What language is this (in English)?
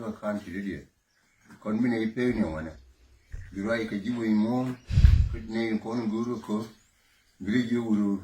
Nuer